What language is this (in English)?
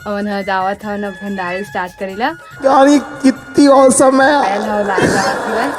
Chhattisgarhi